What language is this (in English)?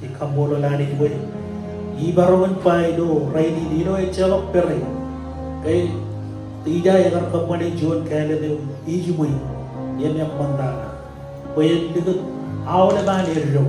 Marshallese